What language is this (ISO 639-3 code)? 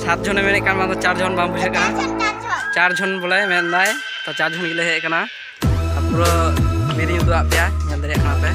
sat